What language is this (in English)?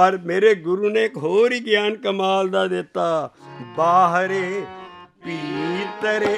Punjabi